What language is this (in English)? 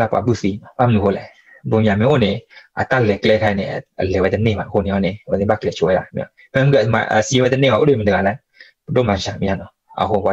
S'gaw Karen